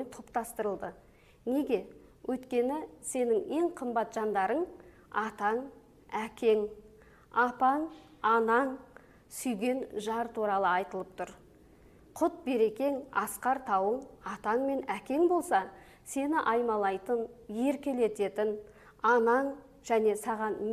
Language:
Kazakh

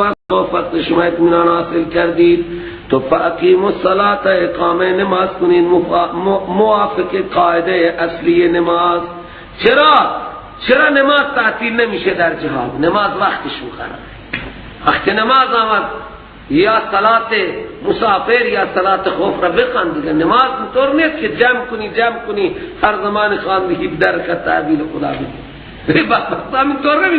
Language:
Persian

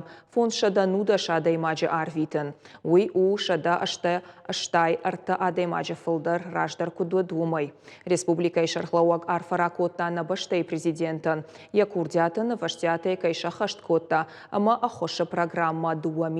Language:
Ossetic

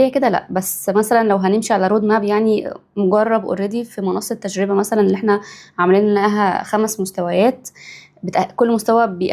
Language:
Egyptian Arabic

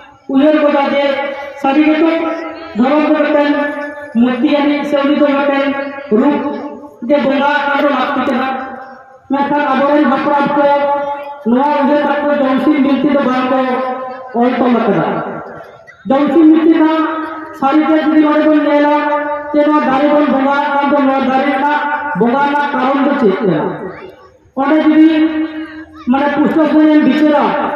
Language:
Santali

